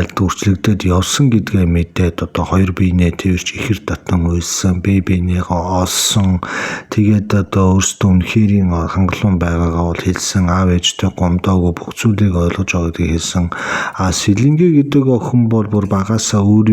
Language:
Mongolian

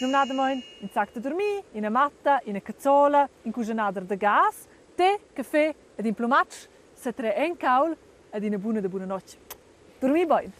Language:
Romansh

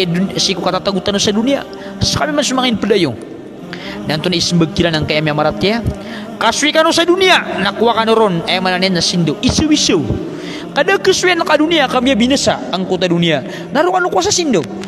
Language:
Maranao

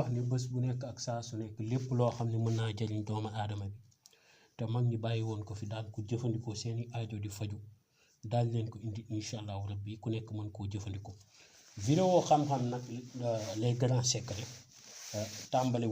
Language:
Wolof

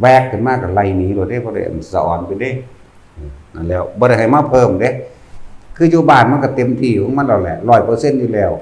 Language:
Northeastern Thai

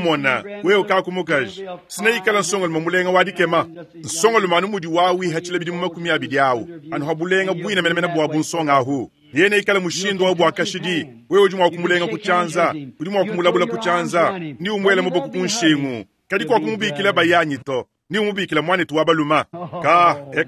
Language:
Luba-Lulua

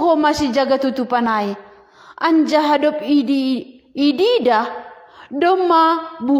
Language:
Batak Simalungun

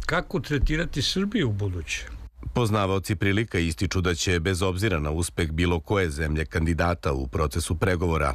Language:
Serbian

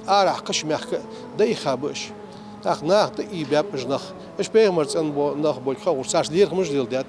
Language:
Ingush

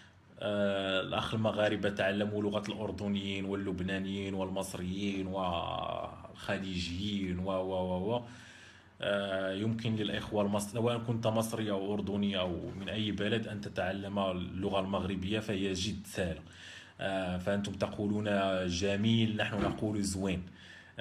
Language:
Moroccan Arabic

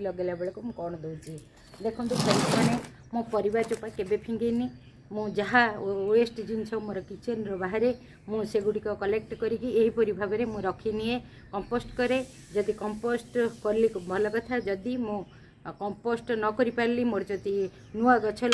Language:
Odia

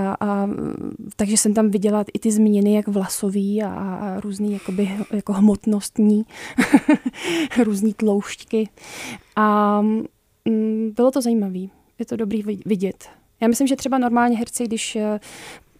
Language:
Czech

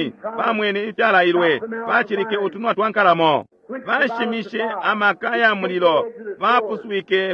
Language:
Bemba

